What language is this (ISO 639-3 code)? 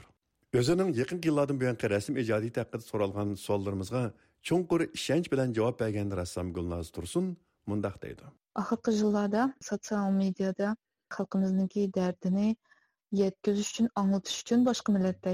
uig